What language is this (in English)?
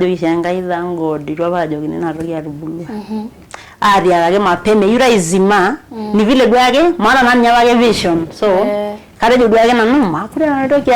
Masai